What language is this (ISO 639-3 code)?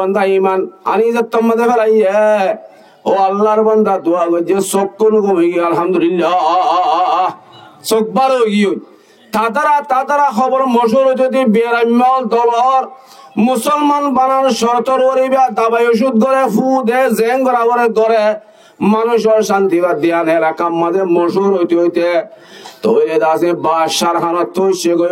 rhg